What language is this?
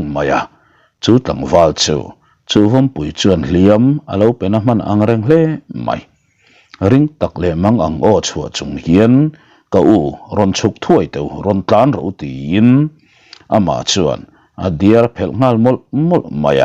Mizo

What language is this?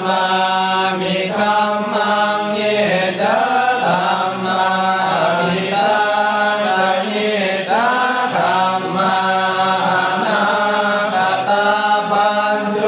Pali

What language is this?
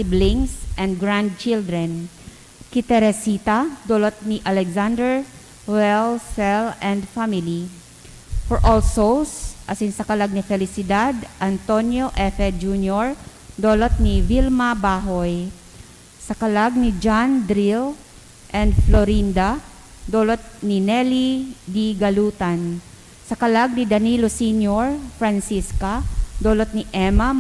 Bikol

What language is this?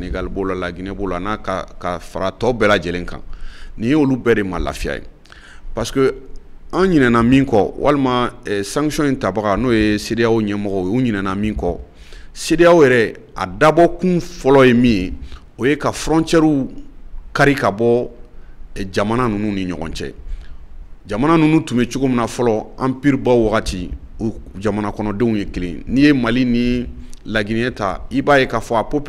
Bambara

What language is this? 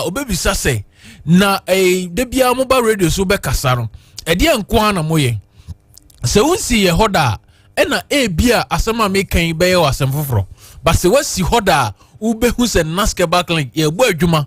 Akan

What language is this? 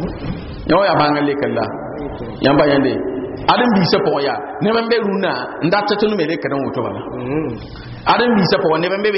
Mossi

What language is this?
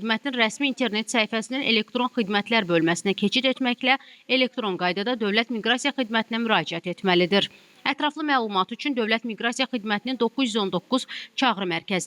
Azerbaijani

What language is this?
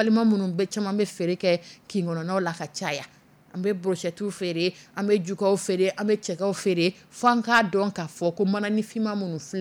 Dyula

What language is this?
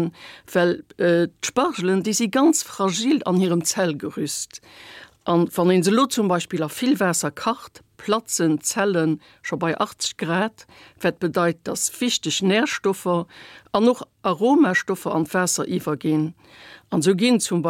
Luxembourgish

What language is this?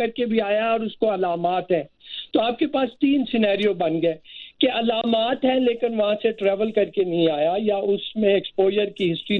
Urdu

